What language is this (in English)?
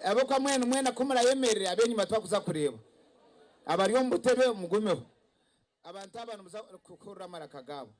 Nyankole